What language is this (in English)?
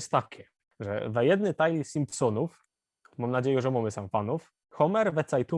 Silesian